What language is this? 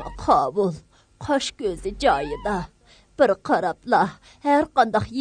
Uyghur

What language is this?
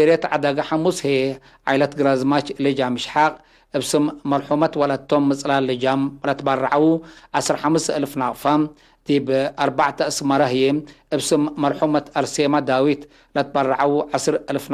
Tigre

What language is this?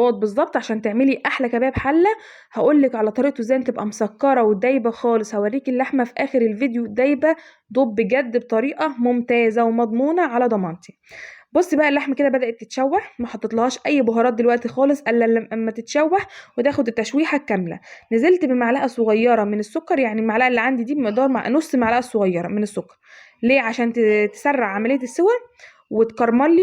Egyptian Arabic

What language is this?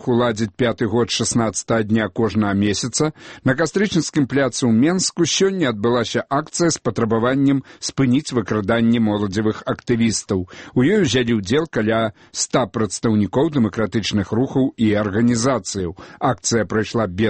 Belarusian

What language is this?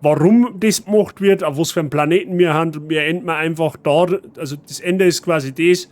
Bavarian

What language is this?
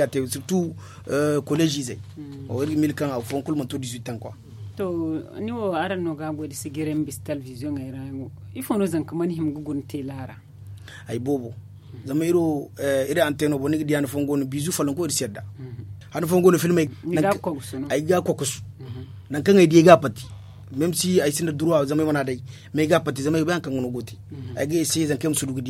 Zarma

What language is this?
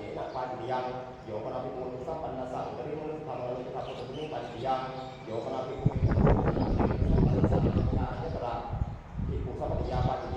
Pali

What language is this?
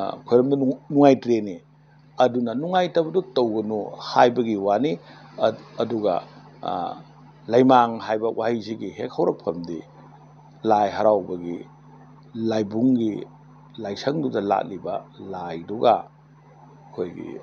Manipuri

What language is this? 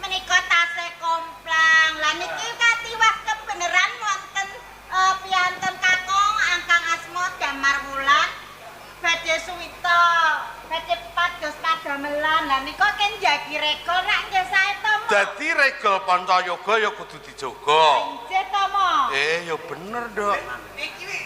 Javanese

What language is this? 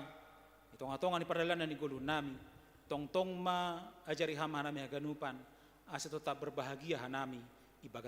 Batak Simalungun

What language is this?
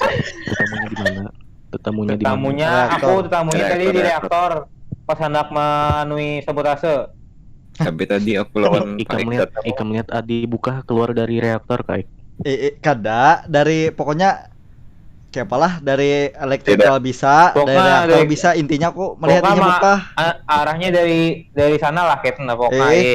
Banjar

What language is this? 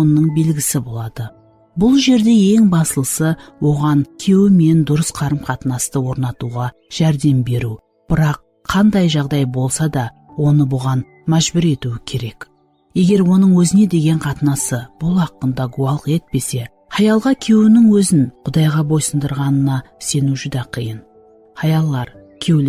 Kara-Kalpak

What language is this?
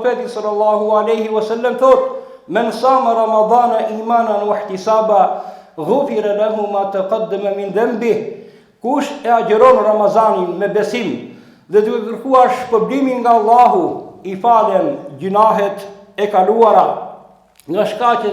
Albanian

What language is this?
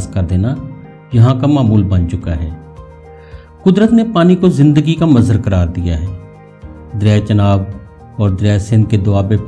Urdu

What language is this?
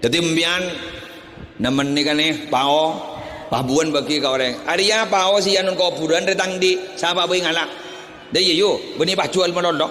Madurese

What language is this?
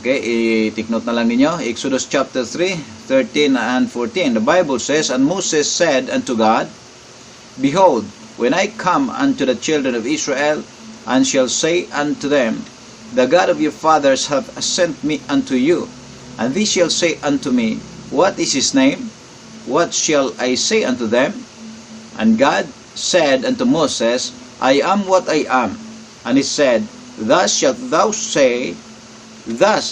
Cebuano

